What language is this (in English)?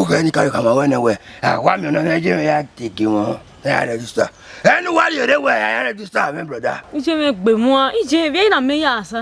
Bini